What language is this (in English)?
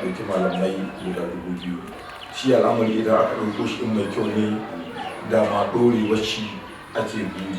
Hausa